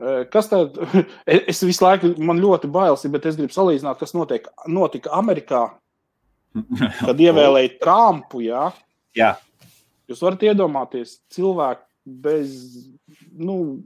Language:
Latvian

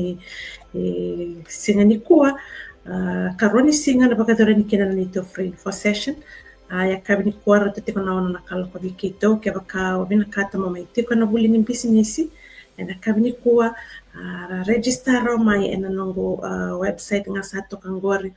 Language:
Fijian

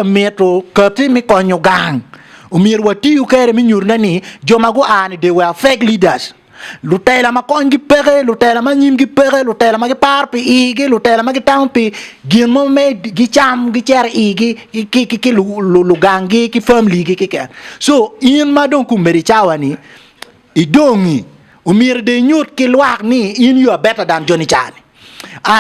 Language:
Acoli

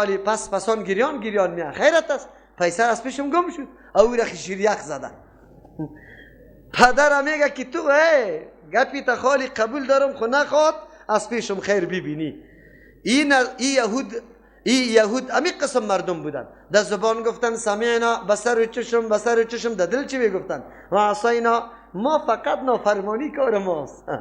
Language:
Persian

